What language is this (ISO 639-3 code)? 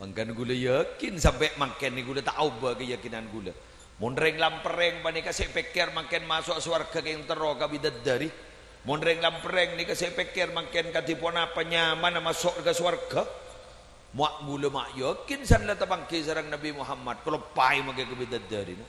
mad